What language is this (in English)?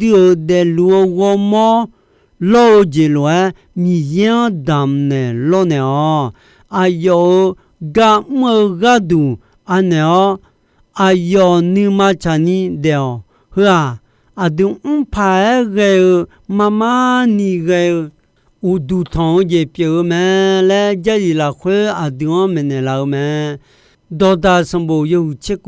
Akha